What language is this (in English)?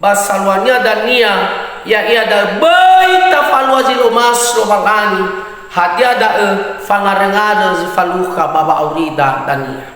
Nias